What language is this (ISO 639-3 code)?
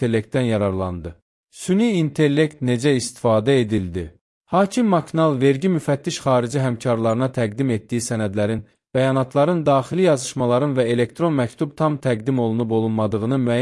aze